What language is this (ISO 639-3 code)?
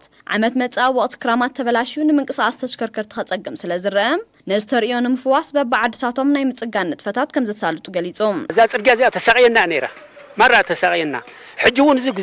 tir